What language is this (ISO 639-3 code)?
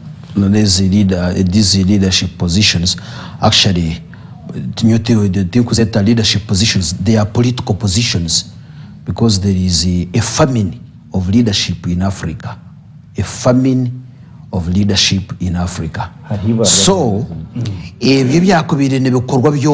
nyn